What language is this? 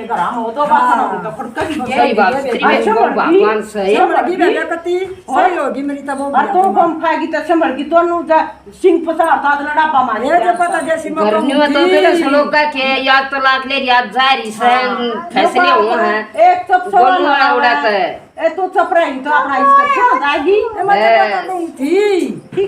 Haryanvi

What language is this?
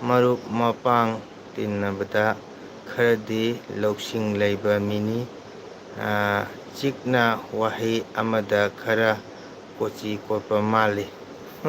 Manipuri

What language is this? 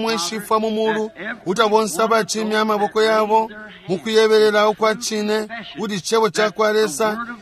Bemba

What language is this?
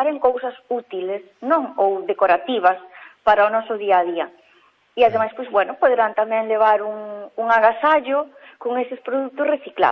Galician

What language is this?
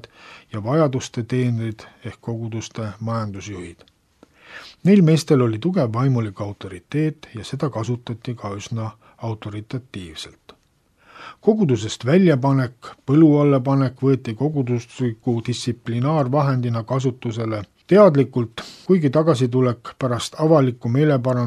Estonian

